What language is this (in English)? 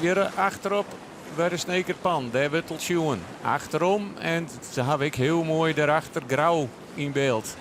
Western Frisian